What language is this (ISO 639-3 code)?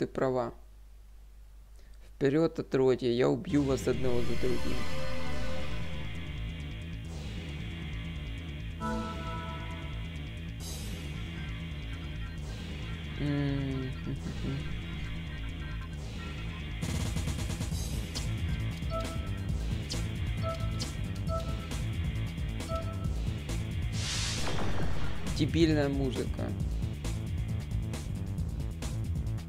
rus